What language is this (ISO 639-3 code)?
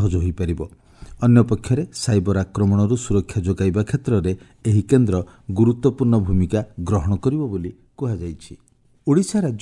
ori